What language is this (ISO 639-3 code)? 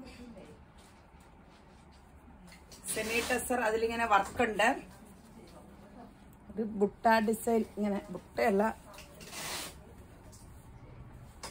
mal